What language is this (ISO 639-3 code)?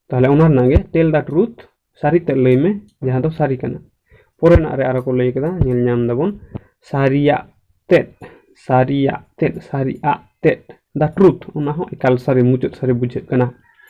sat